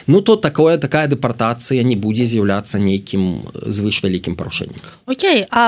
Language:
Belarusian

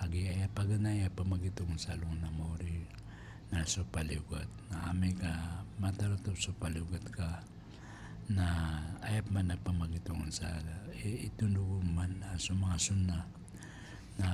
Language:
Maranao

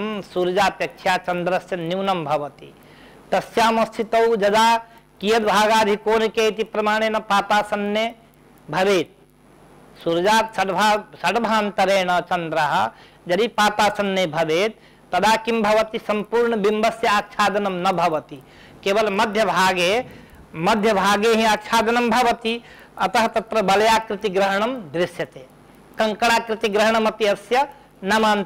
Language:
Sanskrit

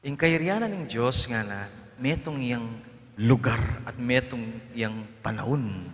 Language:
Pampanga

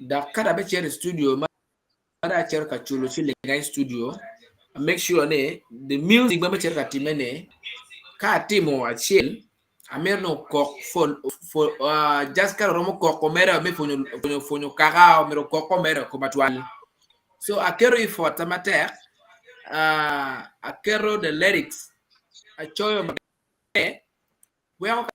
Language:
Acoli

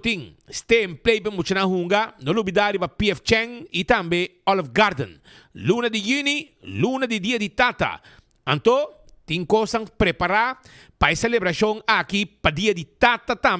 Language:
Papiamento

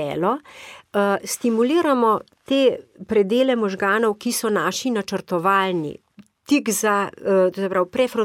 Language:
Slovenian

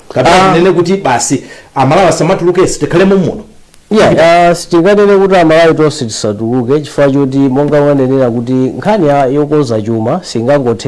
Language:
Nyanja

